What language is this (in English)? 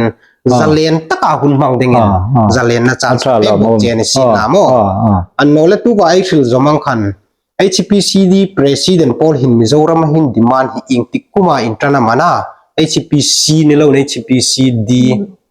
Hmar